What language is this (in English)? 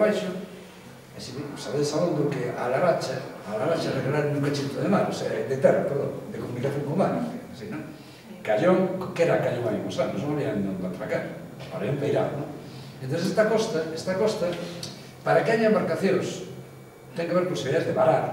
Galician